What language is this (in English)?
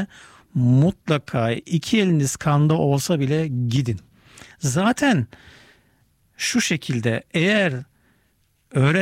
Turkish